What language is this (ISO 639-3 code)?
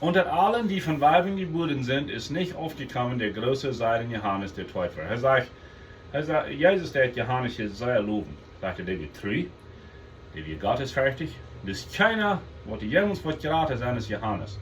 pdt